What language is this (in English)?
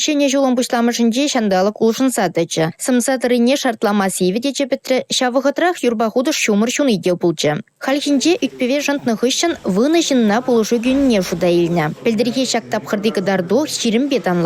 Chuvash